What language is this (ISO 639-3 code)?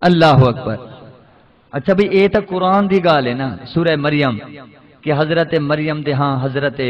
skr